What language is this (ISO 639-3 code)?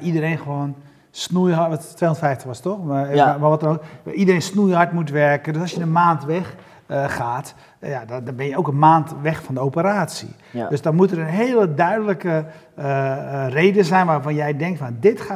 nld